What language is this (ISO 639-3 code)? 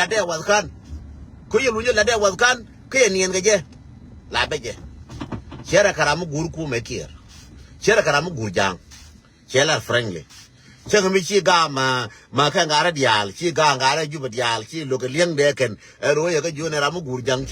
nus